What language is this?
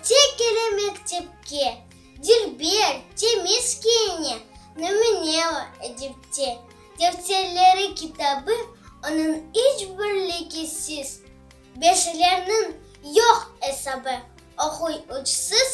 Crimean Tatar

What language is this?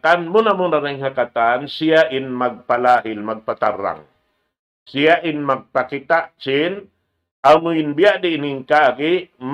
Tausug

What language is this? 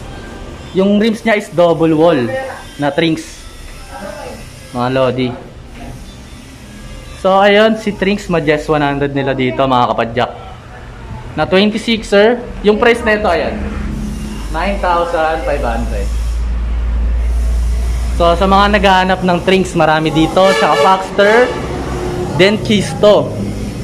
Filipino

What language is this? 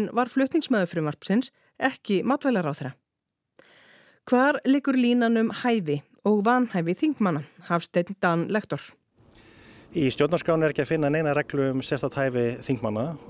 Icelandic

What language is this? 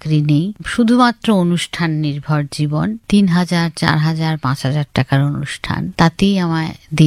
Bangla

